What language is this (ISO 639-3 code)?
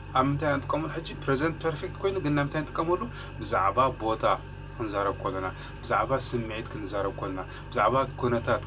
tir